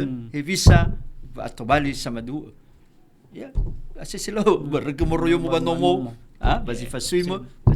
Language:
Nias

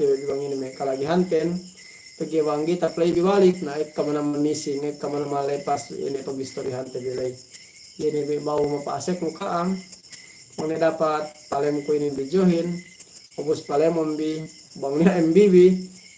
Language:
Yakan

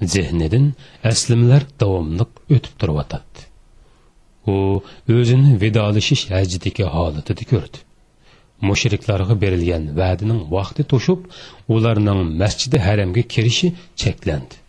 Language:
Uyghur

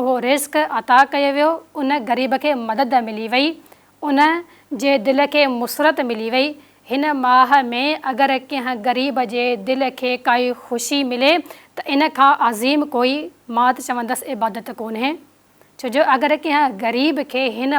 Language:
Sindhi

